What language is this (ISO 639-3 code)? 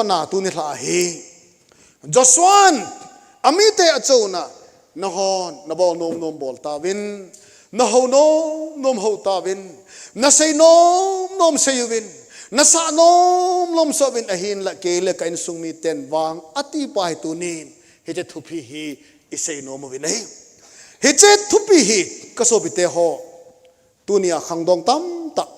tcz